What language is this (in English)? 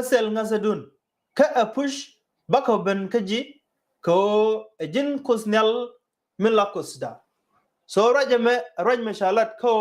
Nuer